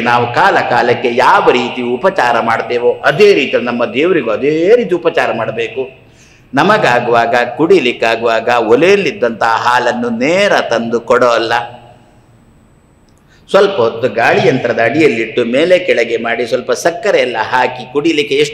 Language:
Kannada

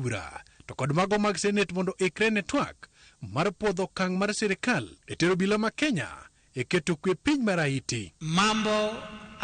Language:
Luo (Kenya and Tanzania)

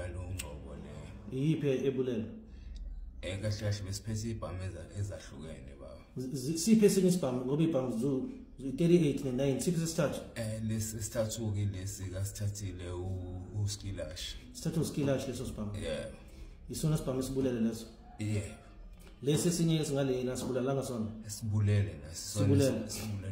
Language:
Zulu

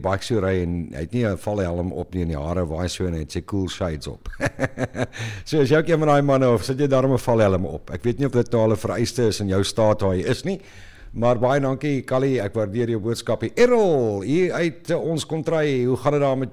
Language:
Afrikaans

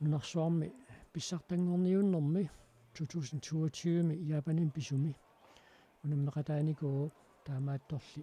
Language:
Kalaallisut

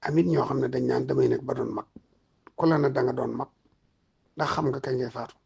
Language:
Wolof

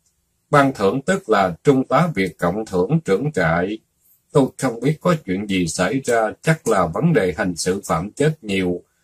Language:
Vietnamese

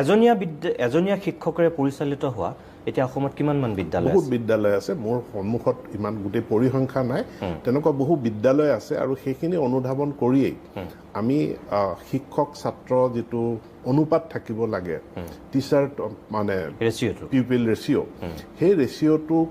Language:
Assamese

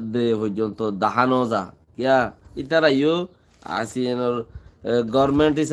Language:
Rohingya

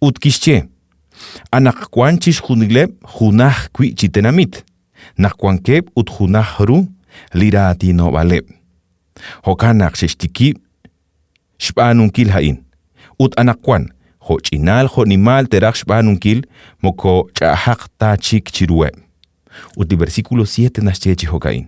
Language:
Kekchí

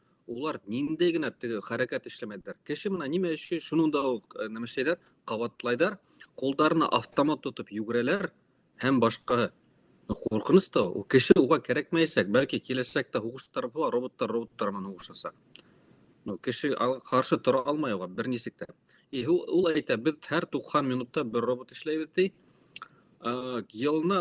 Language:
Bashkir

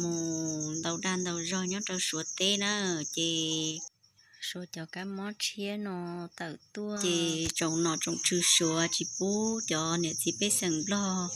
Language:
Hmong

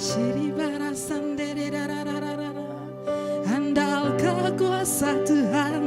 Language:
Iban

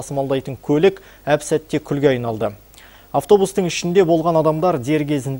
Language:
Kazakh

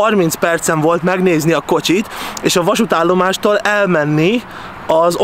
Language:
Hungarian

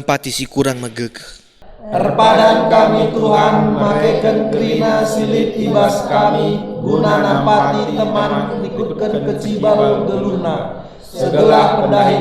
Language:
Batak Karo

